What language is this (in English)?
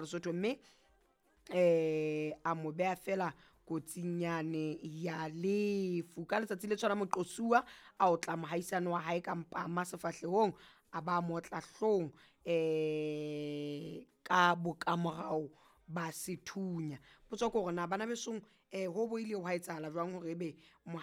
Southern Sotho